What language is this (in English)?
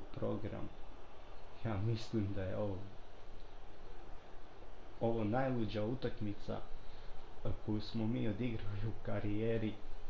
Croatian